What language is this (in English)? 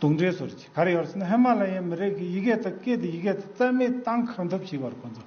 Tibetan